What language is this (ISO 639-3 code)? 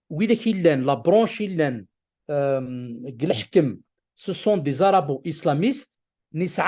kab